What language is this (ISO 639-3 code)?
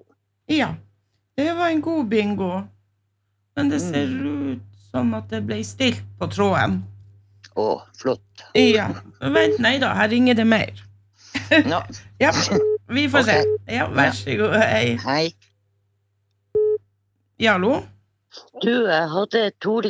nor